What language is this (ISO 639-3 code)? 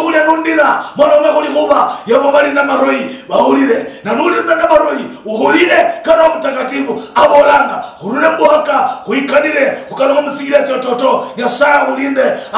luy